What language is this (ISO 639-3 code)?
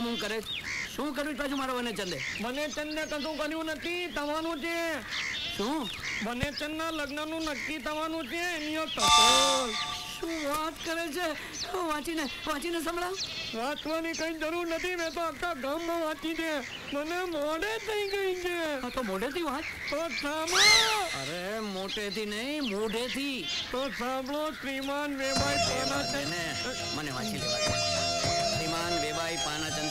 guj